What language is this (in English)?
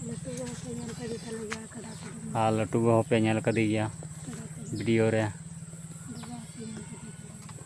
Santali